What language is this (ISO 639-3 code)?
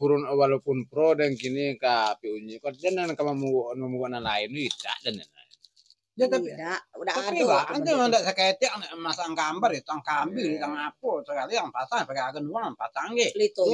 min